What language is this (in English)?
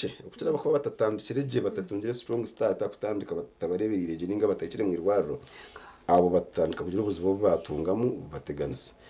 Nyankole